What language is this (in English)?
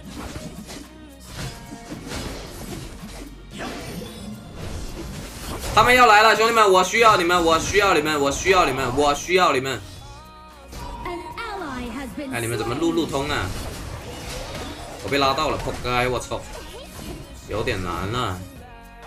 Chinese